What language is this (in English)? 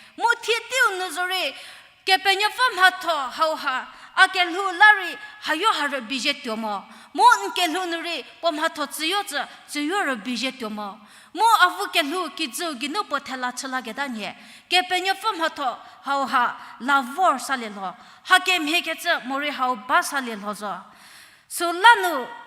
Angami Naga